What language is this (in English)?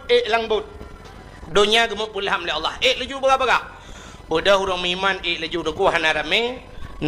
Achinese